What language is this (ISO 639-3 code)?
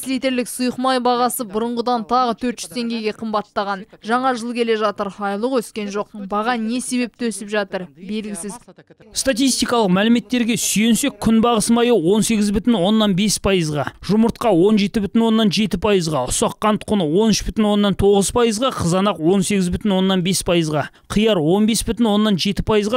kaz